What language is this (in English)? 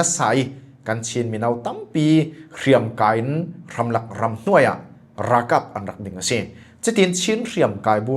Falam Chin